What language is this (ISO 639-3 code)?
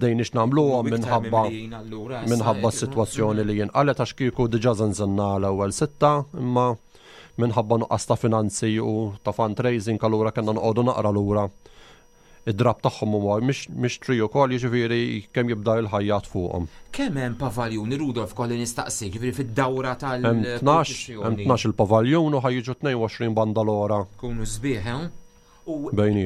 mlt